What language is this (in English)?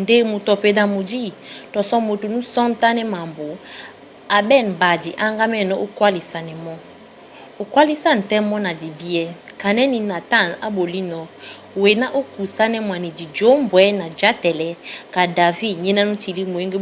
Duala